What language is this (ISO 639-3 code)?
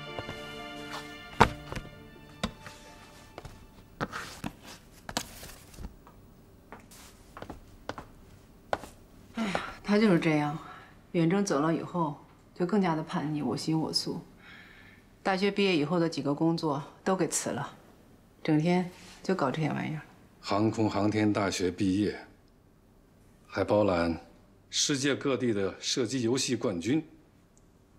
zho